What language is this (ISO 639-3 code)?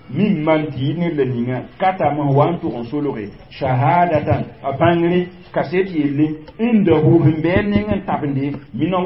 mos